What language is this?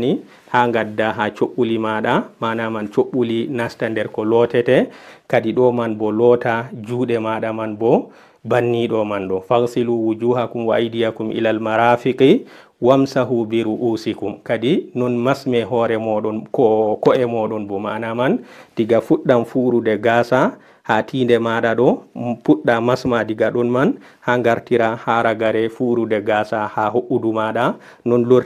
Fula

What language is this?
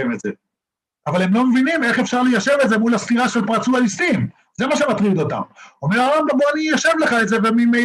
Hebrew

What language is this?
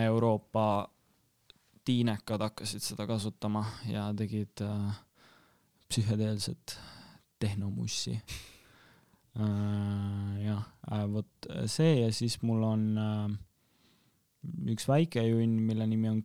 Estonian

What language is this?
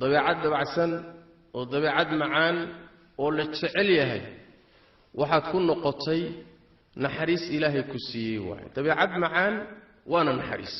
Somali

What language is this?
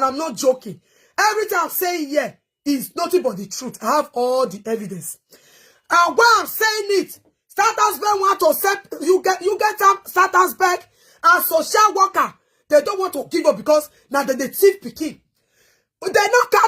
Nigerian Pidgin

